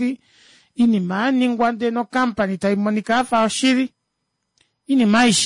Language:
Kuanyama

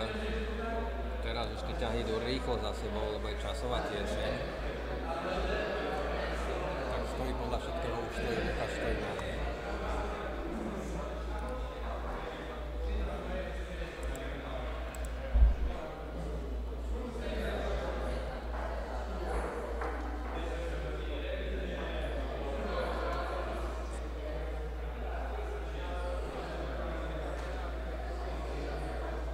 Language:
Slovak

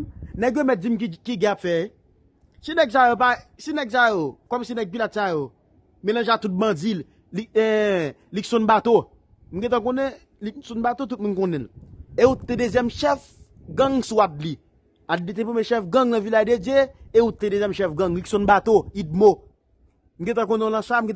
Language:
Haitian Creole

